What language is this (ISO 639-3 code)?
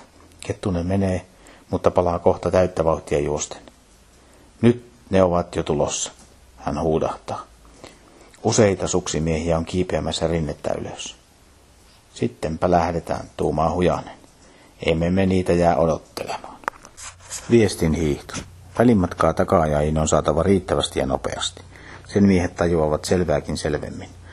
fin